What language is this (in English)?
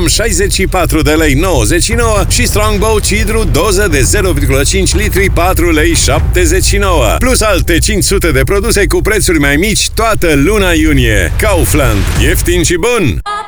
Romanian